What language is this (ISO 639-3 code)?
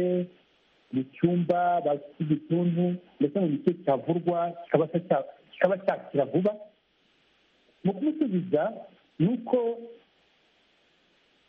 kin